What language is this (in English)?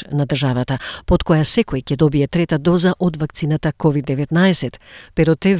Macedonian